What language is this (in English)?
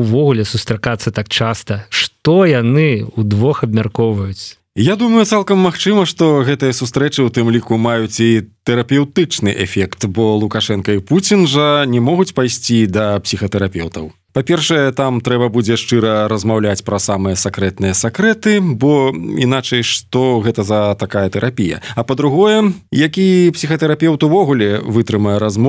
Belarusian